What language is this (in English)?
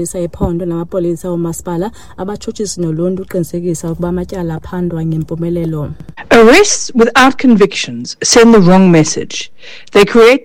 Xhosa